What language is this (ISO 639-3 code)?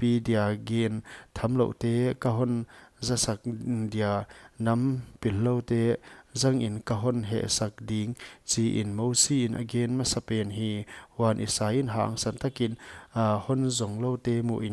pck